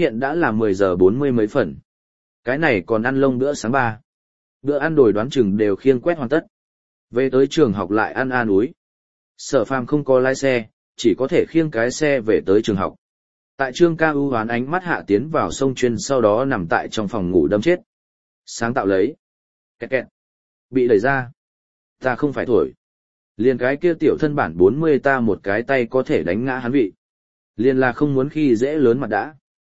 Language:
Vietnamese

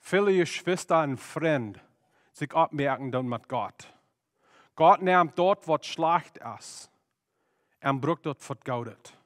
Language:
Plautdietsch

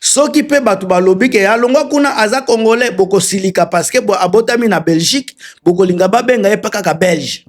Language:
Lingala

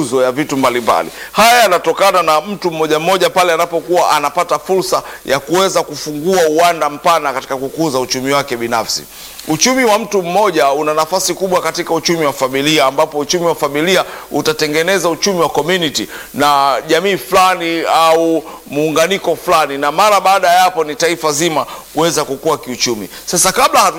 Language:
Swahili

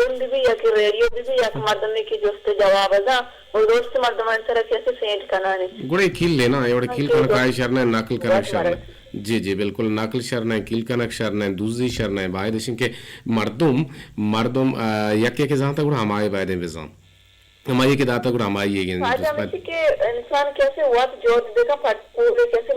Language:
Eastern Balochi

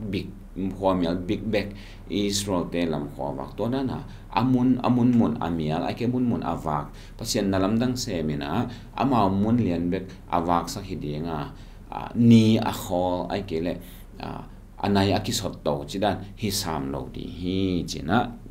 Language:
Tedim Chin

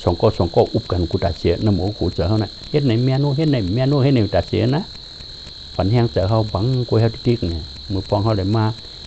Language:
Shan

